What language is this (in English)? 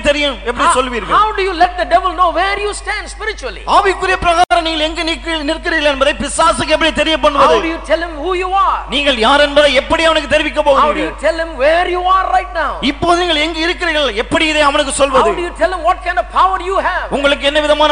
Tamil